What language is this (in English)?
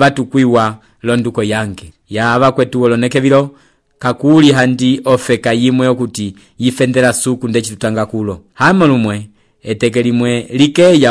Umbundu